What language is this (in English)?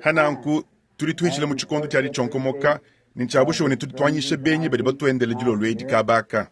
Luba-Lulua